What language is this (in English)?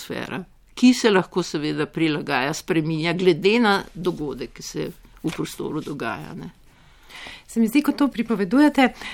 Slovenian